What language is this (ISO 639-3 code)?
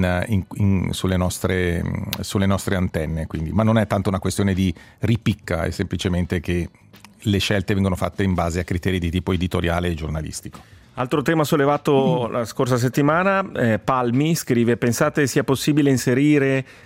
ita